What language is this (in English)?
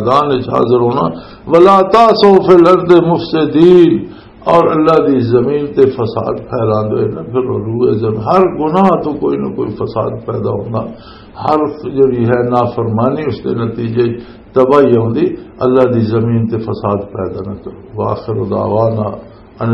Western Panjabi